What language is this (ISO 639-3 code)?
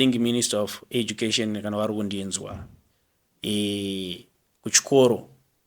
sna